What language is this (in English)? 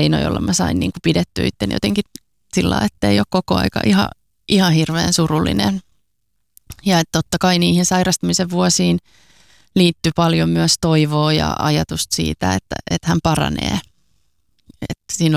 Finnish